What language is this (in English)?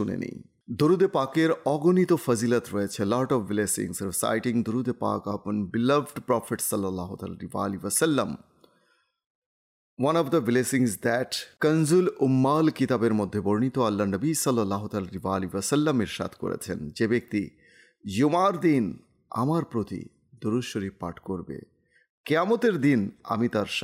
Bangla